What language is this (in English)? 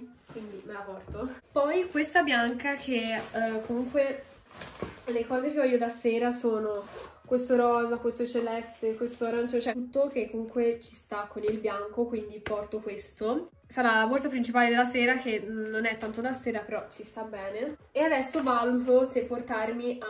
Italian